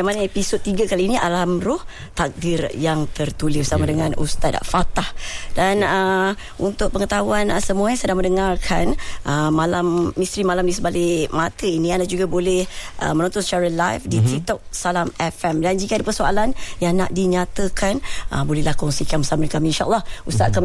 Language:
Malay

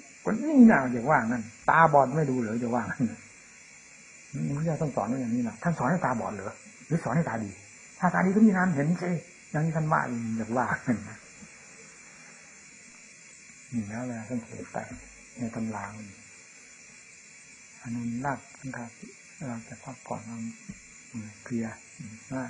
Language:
Thai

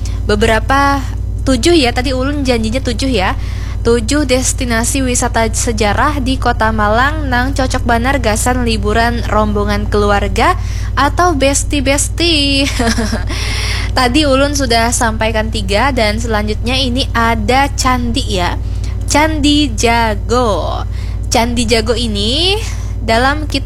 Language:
Banjar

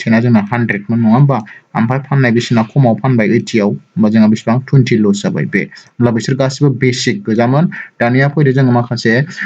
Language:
Bodo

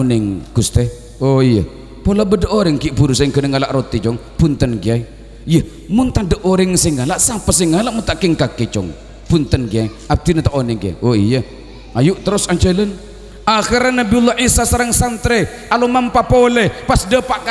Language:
Madurese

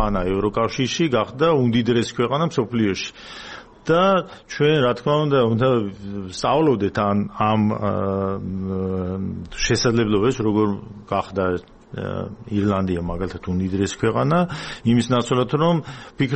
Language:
Georgian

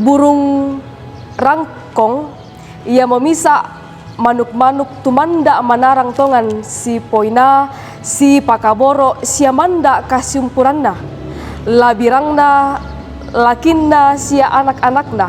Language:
Toraja-Sa'dan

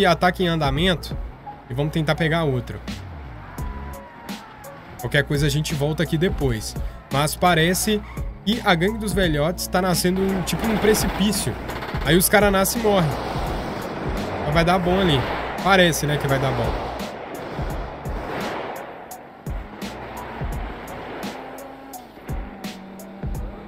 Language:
Portuguese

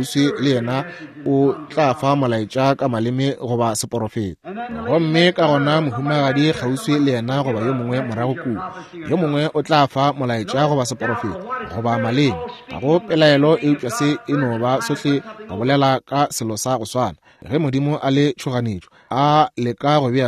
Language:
Northern Sotho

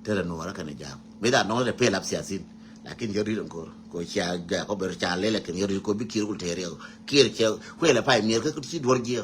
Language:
Nuer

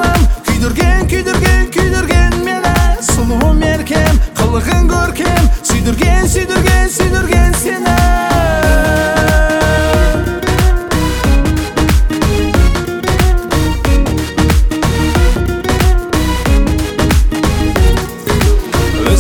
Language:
Kazakh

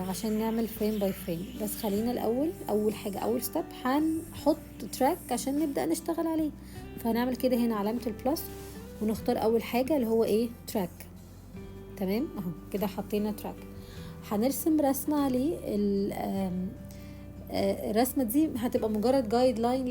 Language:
Egyptian Arabic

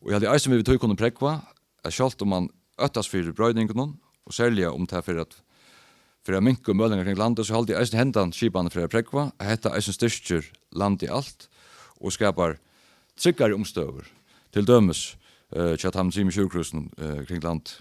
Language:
Faroese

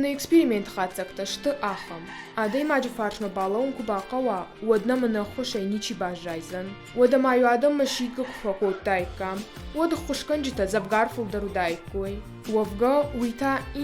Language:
Ossetic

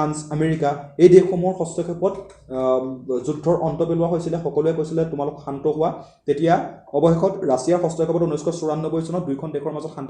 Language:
Assamese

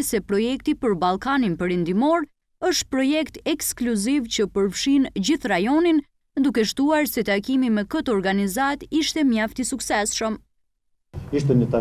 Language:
Albanian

